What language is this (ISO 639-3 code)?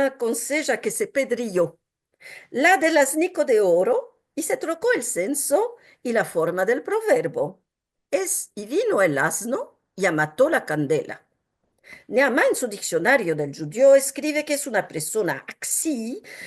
lad